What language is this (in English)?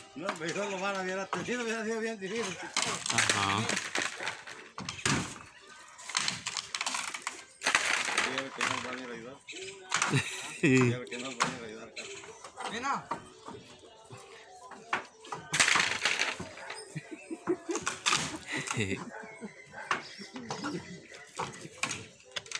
Spanish